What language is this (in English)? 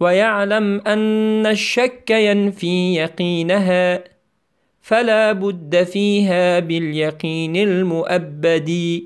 Tajik